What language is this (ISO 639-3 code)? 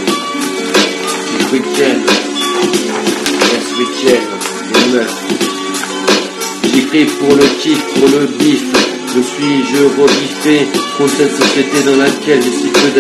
fra